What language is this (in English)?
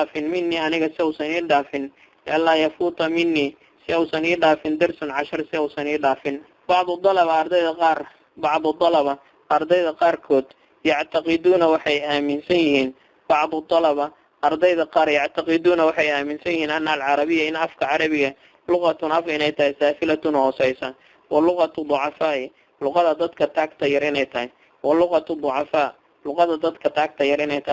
Somali